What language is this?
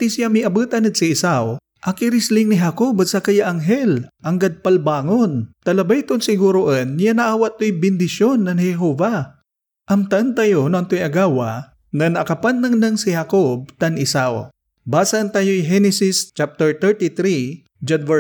Pangasinan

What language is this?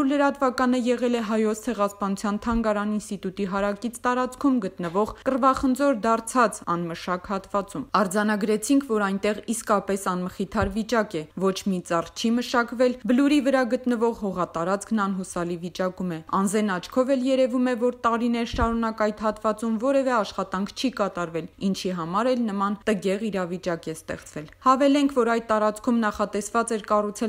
Armenian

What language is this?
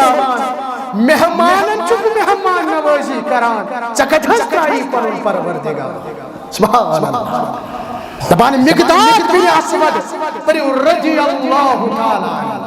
Kashmiri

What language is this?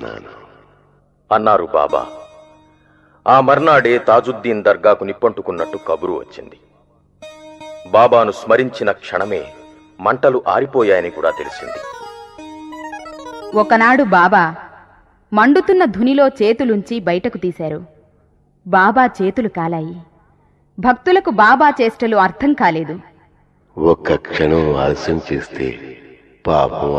Telugu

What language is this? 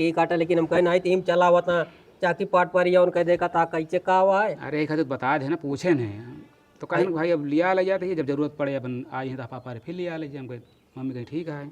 Awadhi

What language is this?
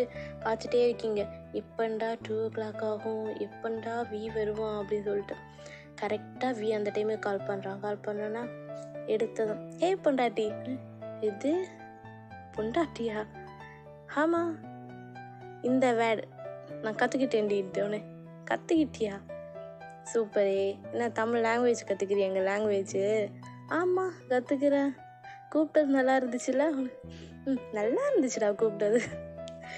Tamil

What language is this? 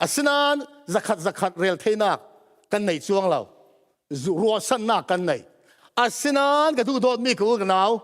Falam Chin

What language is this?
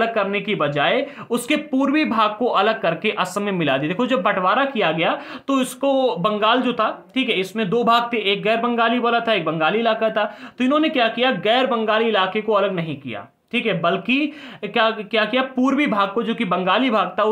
Hindi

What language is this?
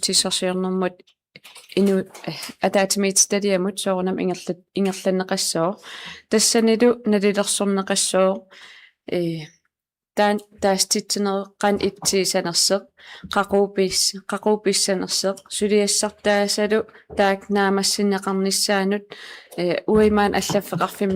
Kalaallisut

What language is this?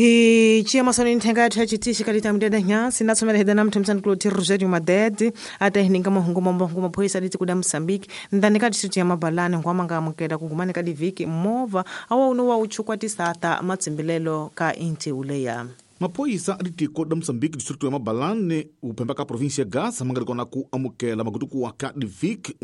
Tsonga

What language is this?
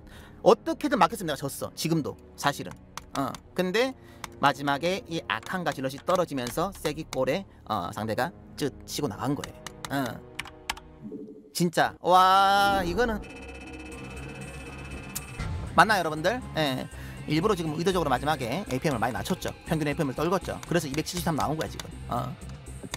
Korean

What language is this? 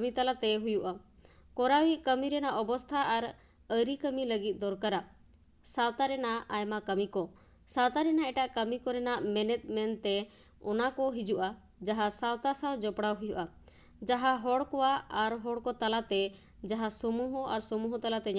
Santali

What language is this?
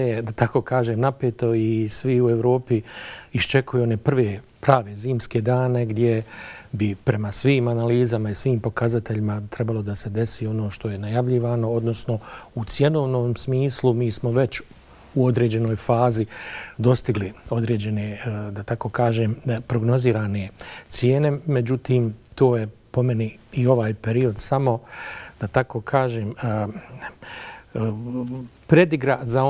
Bosnian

